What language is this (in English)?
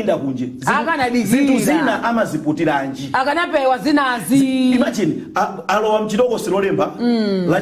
Nyanja